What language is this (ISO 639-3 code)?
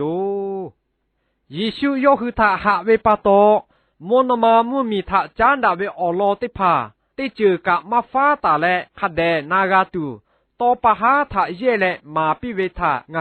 lhu